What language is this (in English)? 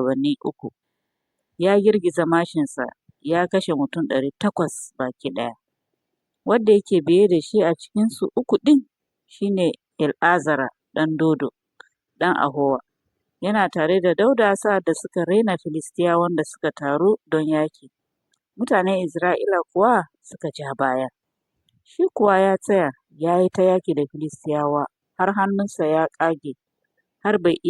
Hausa